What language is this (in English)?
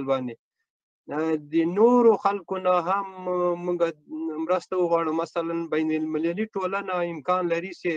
Pashto